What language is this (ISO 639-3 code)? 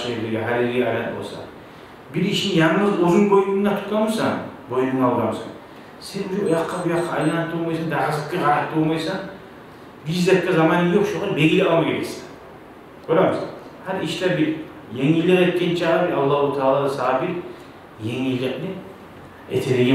kum